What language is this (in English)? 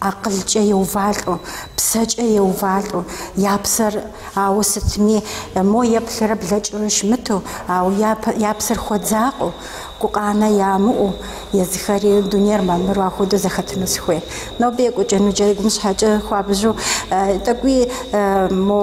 Kabardian